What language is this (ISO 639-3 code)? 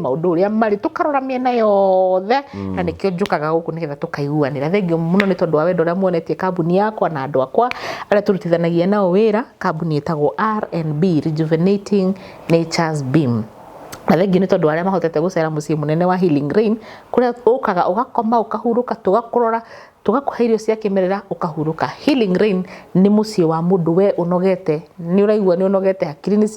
kik